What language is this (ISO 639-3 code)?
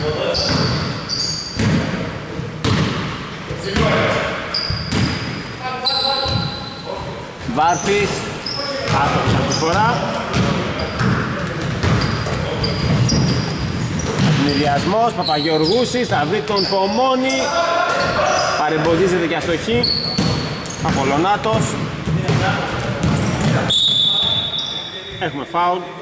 ell